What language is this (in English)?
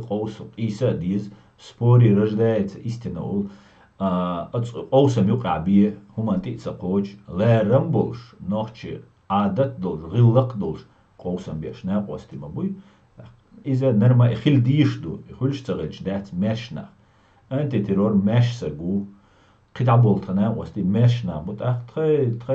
Chechen